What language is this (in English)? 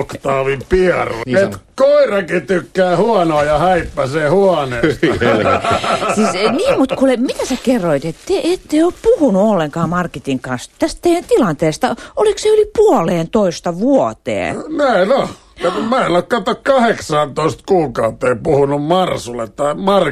Finnish